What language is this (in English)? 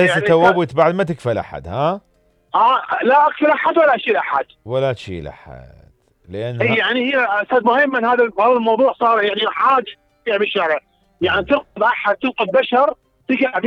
Mesopotamian Arabic